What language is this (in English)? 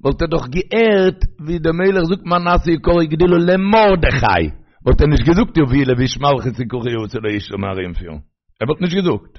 Yiddish